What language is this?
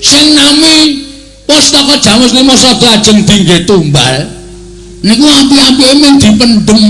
Javanese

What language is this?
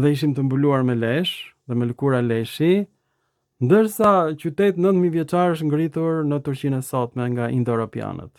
Albanian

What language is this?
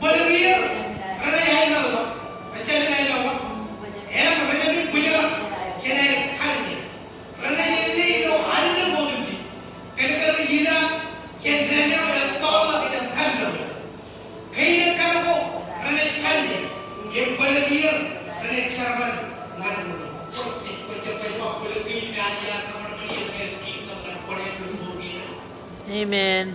Marshallese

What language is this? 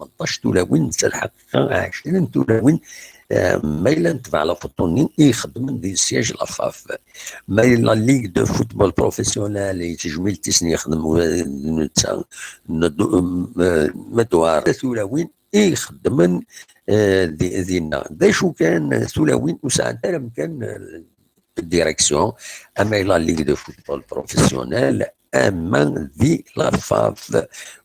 Kabyle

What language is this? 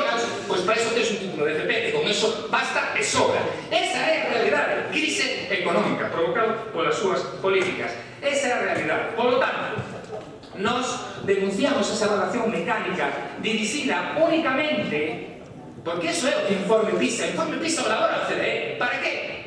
Galician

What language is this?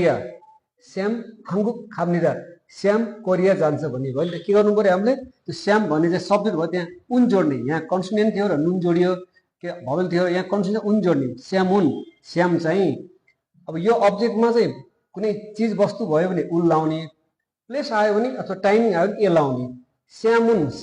Nepali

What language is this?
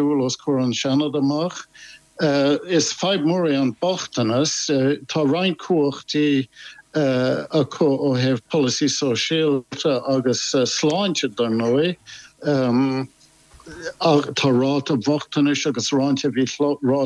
Irish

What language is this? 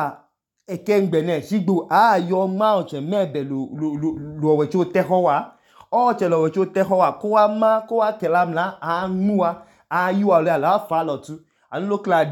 Idoma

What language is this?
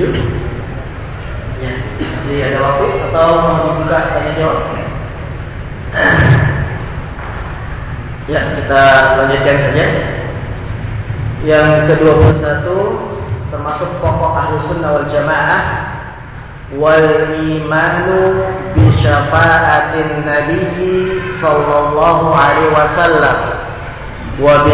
Indonesian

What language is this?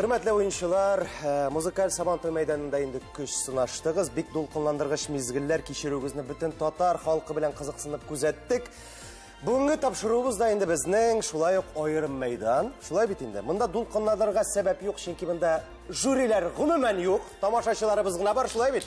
Tatar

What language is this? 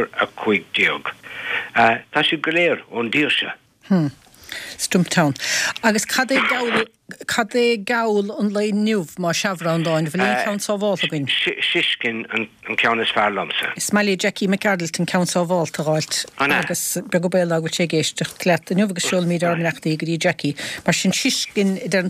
Irish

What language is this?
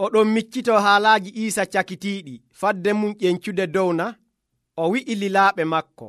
Nigerian Fulfulde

